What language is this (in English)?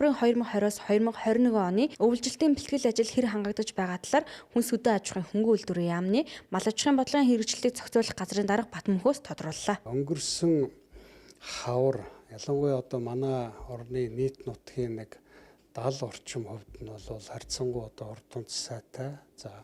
Mongolian